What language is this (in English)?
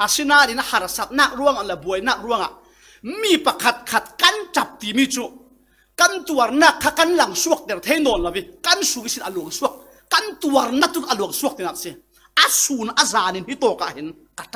Falam Chin